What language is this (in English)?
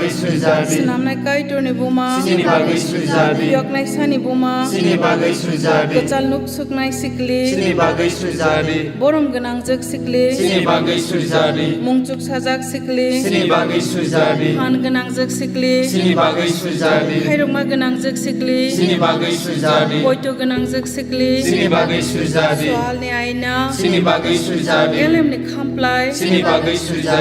Kok Borok